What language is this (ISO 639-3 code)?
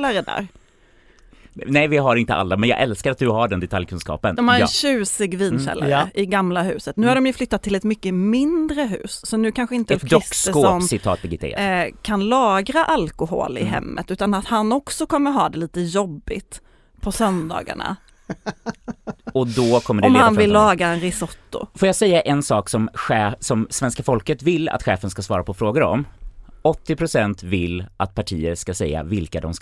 swe